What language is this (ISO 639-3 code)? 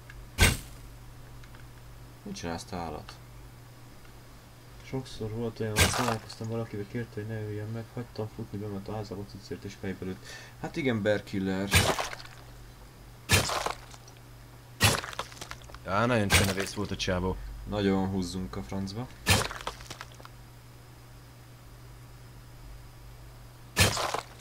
hun